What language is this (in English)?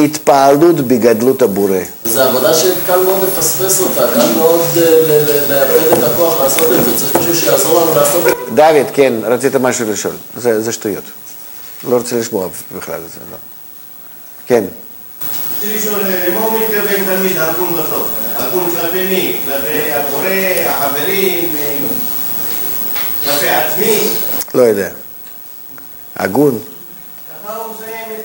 Hebrew